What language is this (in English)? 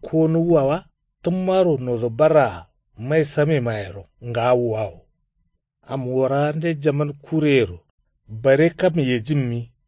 Kanuri